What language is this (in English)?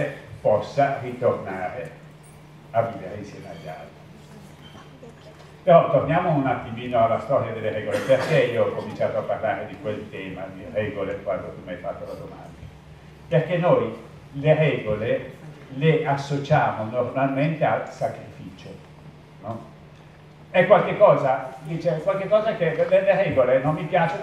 Italian